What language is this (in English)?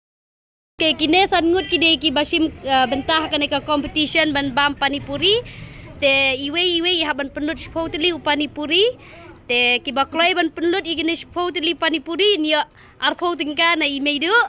Khasi